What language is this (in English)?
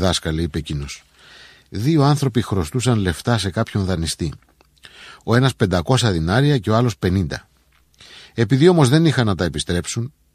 Greek